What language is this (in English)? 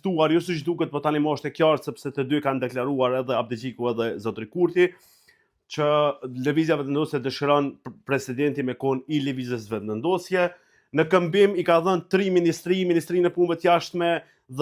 Albanian